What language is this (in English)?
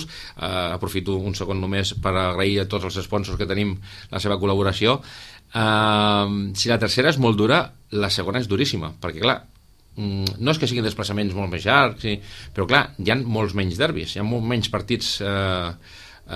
Catalan